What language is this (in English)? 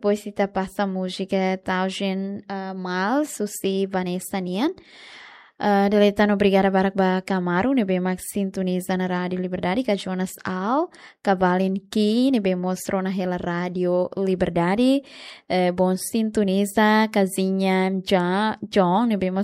Tetum